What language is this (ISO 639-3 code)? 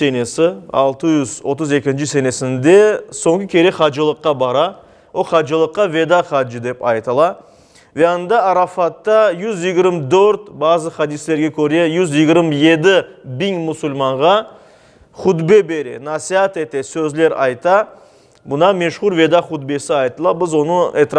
crh